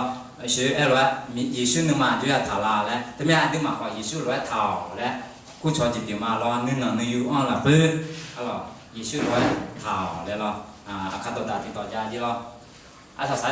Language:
Akha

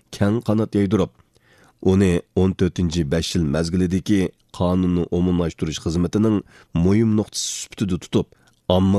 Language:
Uyghur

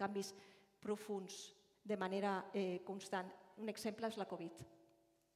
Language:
Catalan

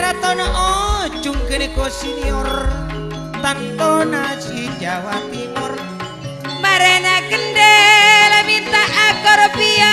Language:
Madurese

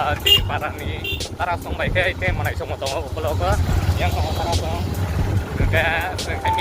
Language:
Kok Borok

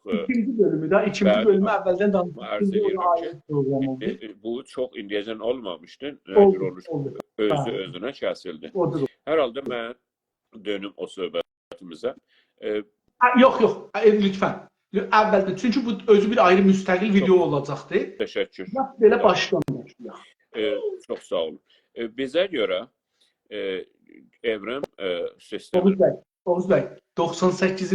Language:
South Azerbaijani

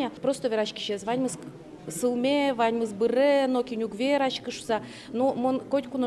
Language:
Udmurt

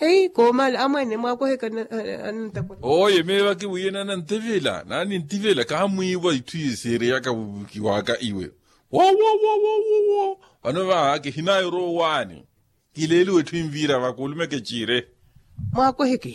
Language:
Makhuwa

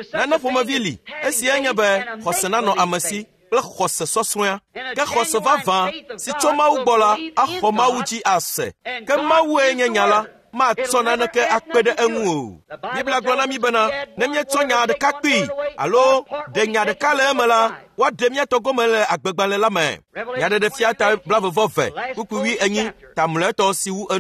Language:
Ewe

